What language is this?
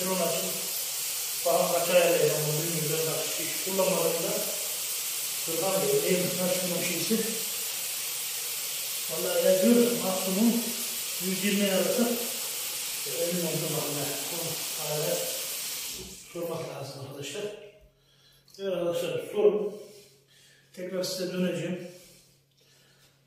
Turkish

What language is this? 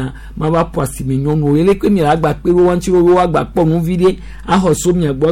Gen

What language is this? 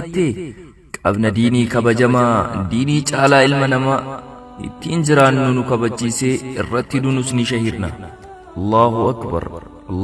Oromo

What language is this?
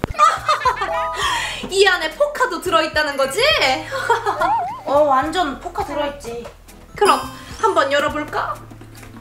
Korean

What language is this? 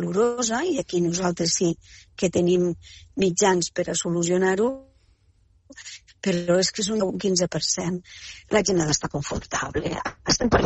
Catalan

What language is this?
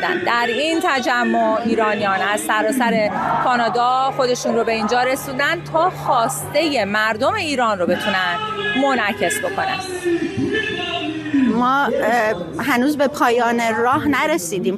Persian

